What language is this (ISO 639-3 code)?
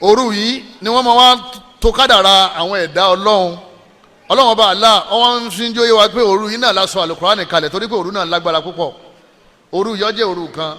yor